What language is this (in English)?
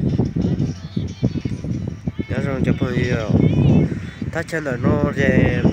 Hmong